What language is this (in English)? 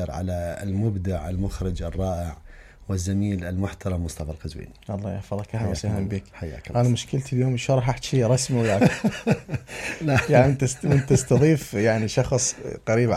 Mesopotamian Arabic